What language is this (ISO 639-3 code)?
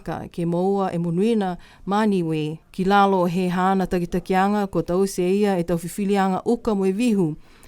niu